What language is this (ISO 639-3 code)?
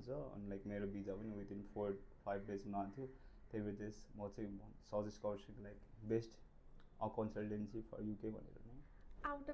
nep